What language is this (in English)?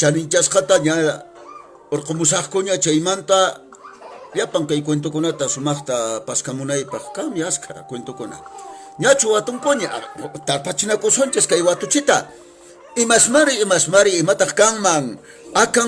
Quechua